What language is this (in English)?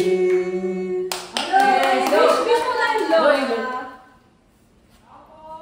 Filipino